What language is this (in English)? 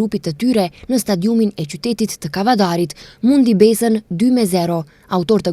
Albanian